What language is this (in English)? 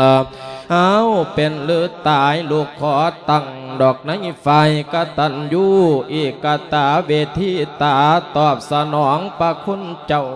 Lao